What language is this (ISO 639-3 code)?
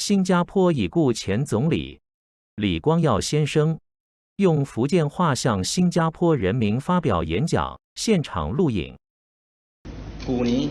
nan